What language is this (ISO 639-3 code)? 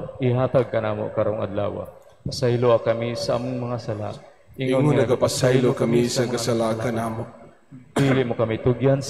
ceb